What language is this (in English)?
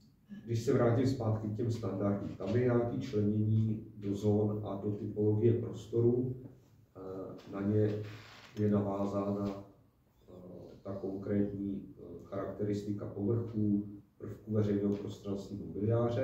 Czech